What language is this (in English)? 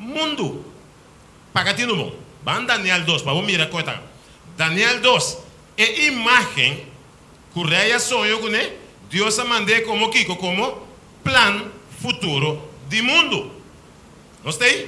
Papiamento